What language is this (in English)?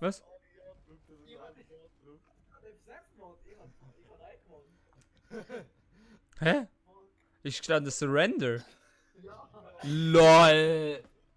Swiss German